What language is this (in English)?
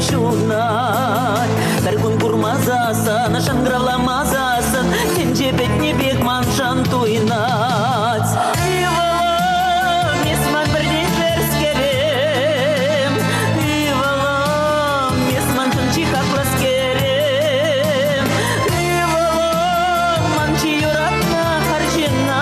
Chuvash